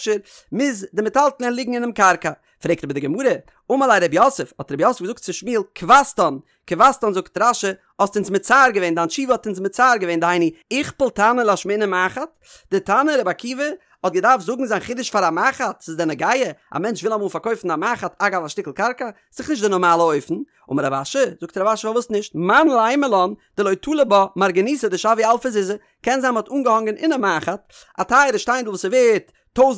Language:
Yiddish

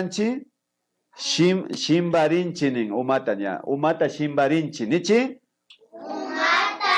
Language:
Imbabura Highland Quichua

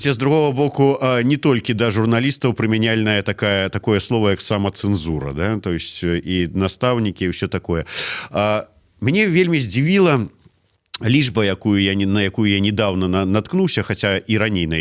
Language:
Belarusian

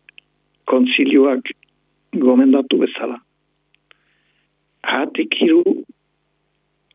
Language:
Basque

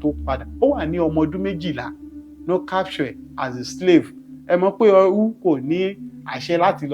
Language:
Yoruba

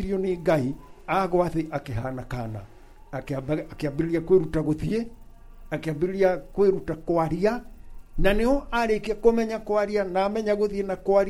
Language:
Kikuyu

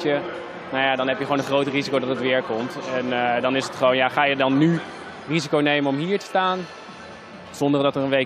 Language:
Dutch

